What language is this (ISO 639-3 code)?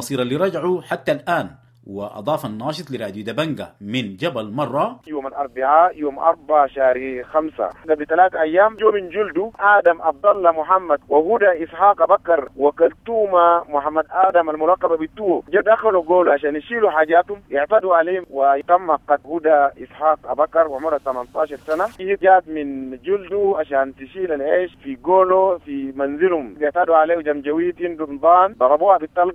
apd